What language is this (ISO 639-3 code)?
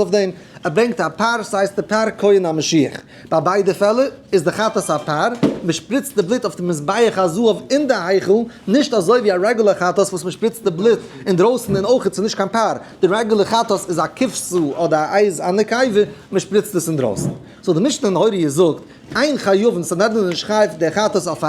yid